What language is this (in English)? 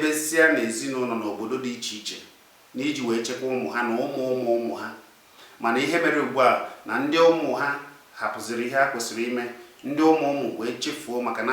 Igbo